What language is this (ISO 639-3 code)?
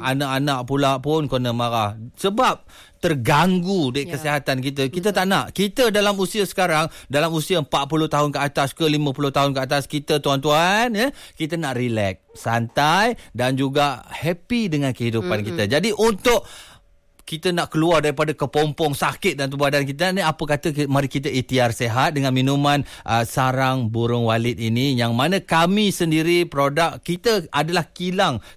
msa